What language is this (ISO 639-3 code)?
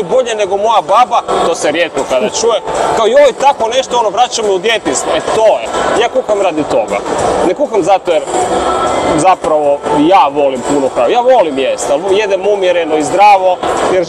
hrv